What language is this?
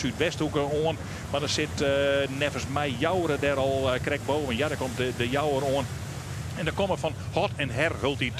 Western Frisian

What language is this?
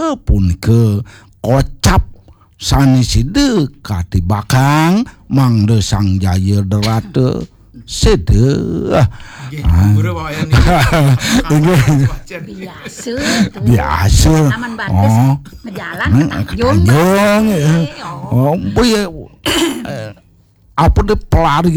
Balinese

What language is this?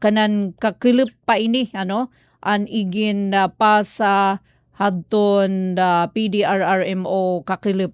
Waray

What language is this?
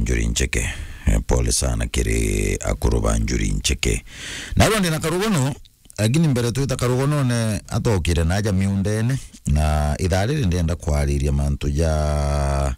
Meru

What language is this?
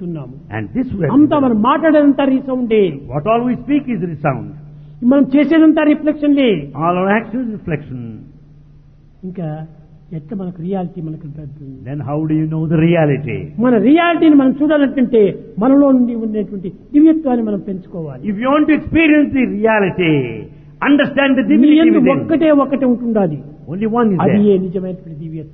Telugu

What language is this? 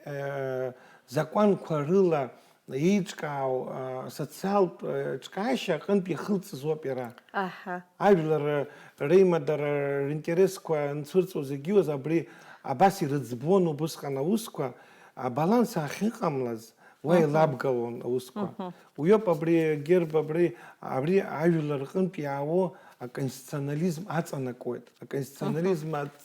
Abkhazian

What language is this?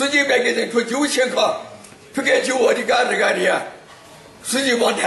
Newari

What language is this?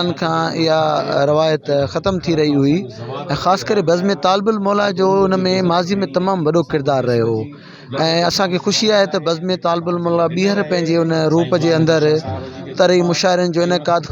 Sindhi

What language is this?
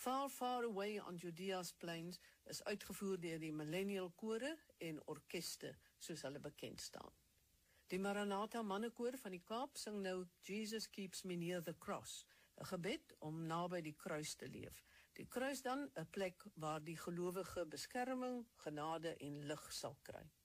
Afrikaans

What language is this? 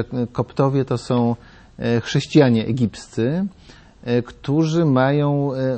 Polish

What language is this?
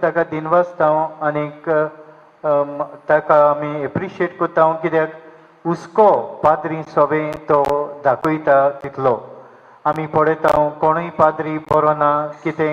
Konkani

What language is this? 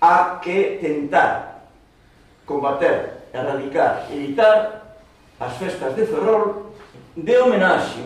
Galician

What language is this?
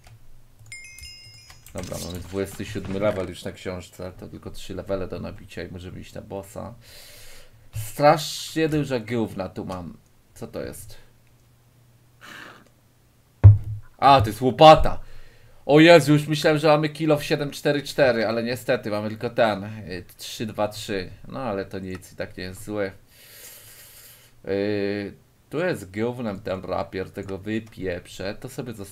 Polish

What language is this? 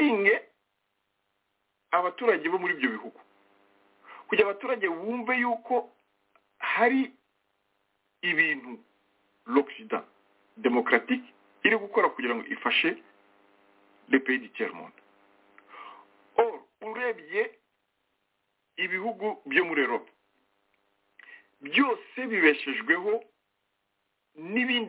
Kinyarwanda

